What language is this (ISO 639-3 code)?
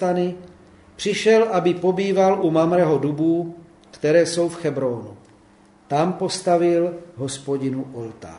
ces